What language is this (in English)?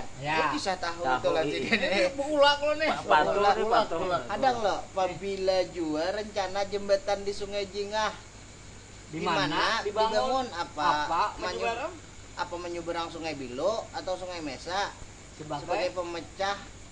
Banjar